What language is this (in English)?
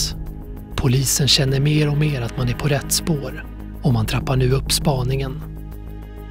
Swedish